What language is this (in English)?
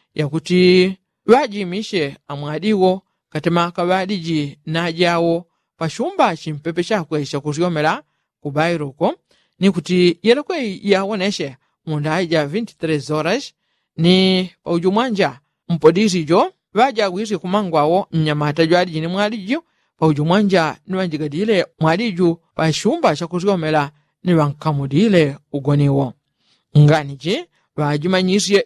Yao